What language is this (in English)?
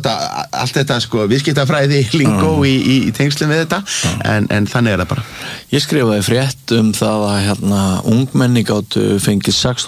Icelandic